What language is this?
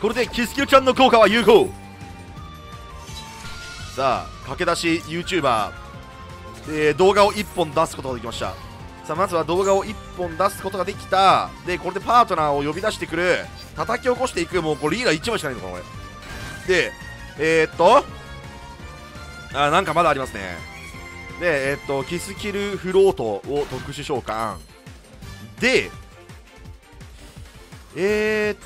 Japanese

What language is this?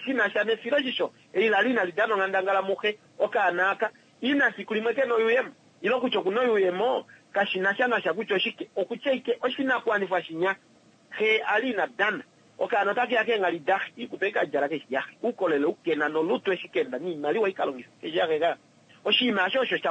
Kuanyama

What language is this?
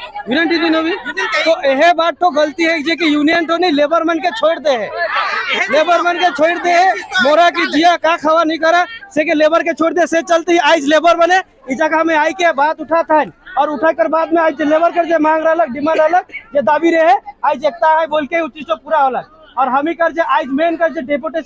Sadri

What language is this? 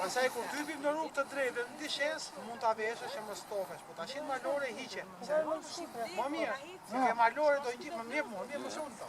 Albanian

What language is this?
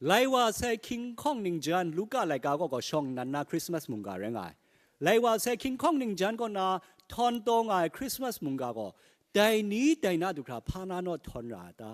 Kachin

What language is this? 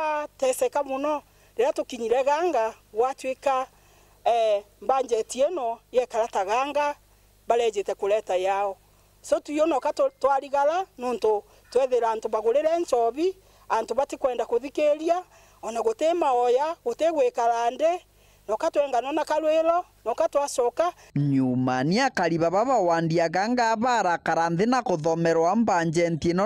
Meru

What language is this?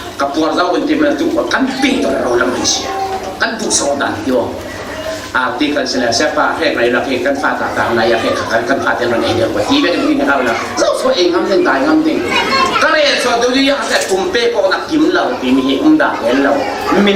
Falam Chin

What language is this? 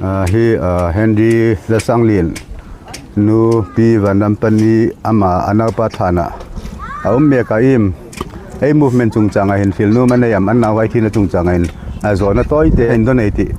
Hmar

